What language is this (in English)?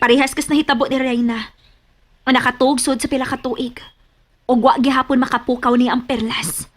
Cebuano